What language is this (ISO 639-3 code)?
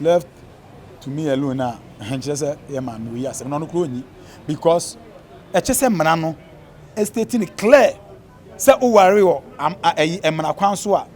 aka